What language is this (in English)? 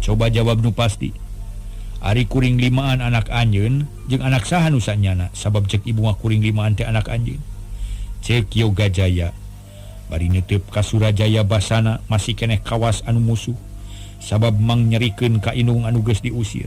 Sundanese